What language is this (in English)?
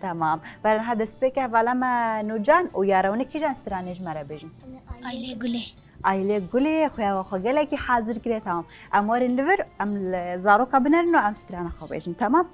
Kurdish